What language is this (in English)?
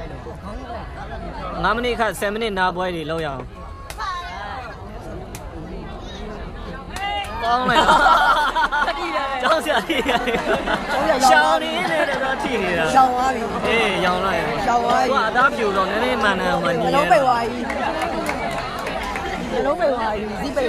Burmese